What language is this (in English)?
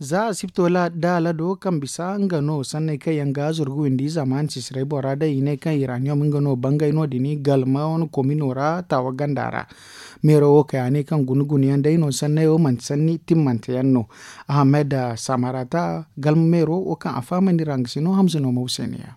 Zarma